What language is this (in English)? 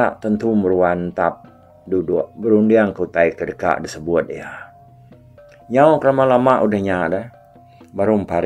Iban